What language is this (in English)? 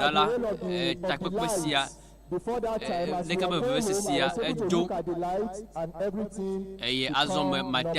Ewe